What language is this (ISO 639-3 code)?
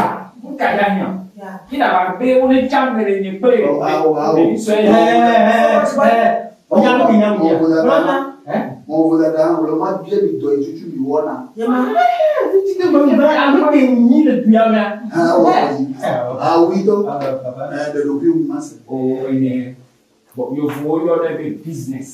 ewe